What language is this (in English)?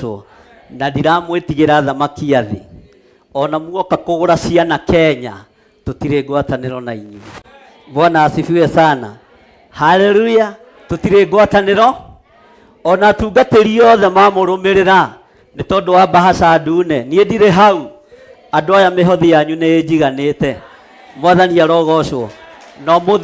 Kikuyu